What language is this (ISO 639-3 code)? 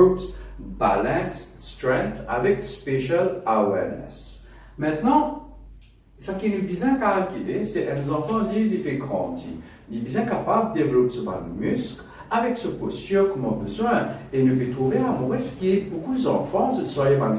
mfe